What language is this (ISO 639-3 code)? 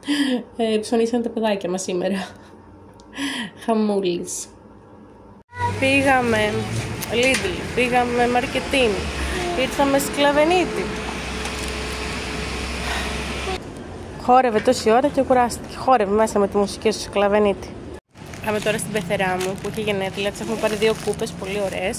ell